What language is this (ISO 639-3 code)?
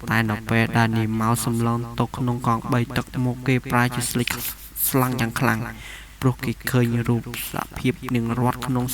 khm